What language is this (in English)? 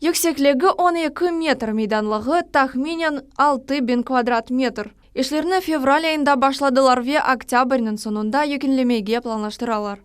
Crimean Tatar